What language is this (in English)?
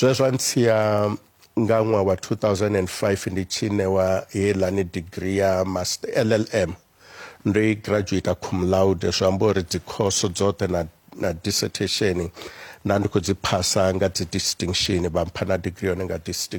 Venda